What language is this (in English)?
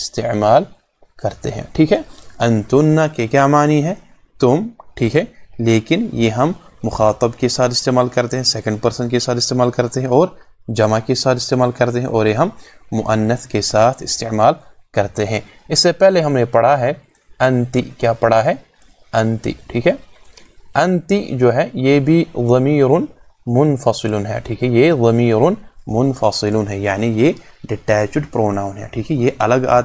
Urdu